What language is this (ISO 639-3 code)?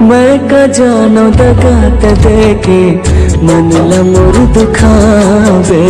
hne